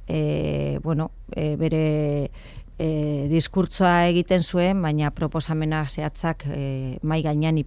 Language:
Basque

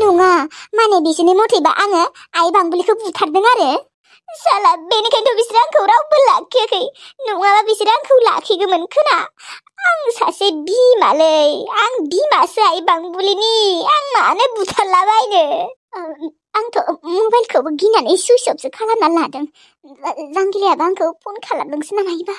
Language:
Bodo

